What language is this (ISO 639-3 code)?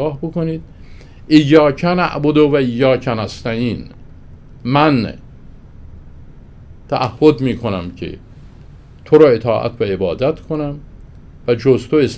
fas